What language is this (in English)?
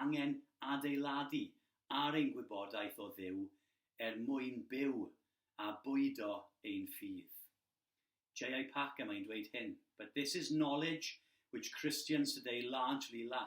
Welsh